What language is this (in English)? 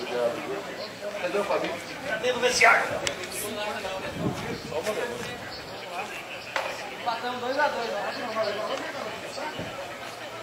Portuguese